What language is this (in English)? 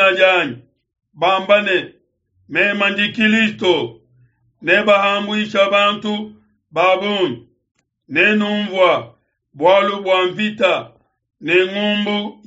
Luba-Lulua